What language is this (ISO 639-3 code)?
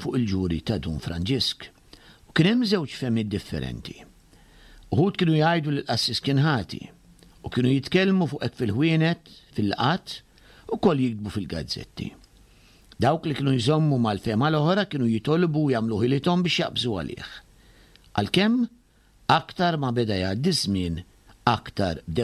mlt